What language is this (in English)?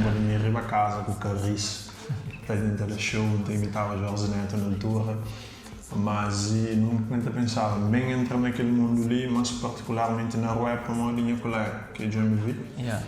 Kabuverdianu